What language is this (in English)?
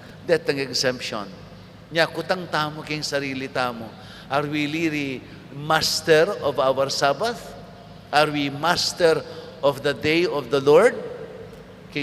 Pampanga